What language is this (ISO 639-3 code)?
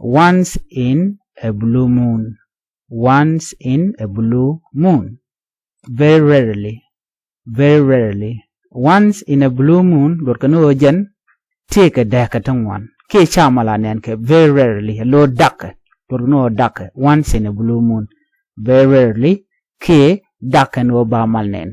nus